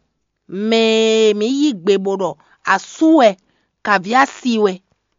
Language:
Fon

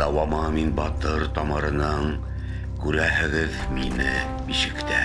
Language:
Bashkir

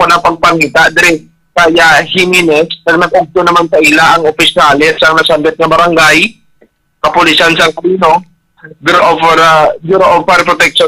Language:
Hiligaynon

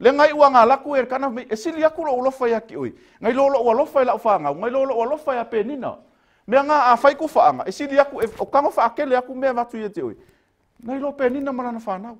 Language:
Samoan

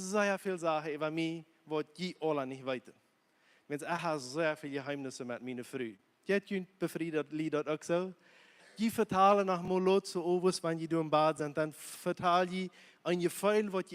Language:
Plautdietsch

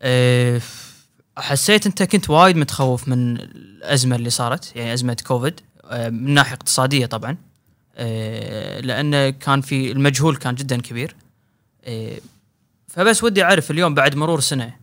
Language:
Gulf Arabic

